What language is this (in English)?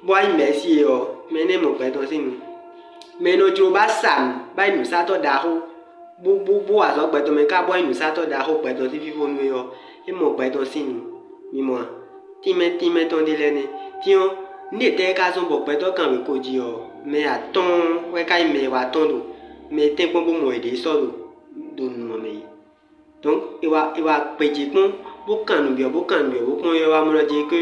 Fon